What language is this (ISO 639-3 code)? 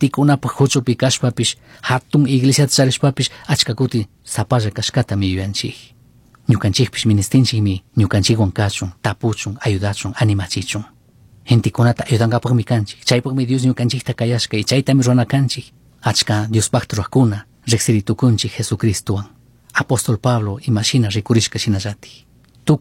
qug